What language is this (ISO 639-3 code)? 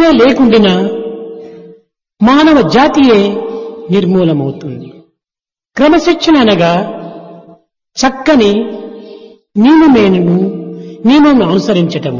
tel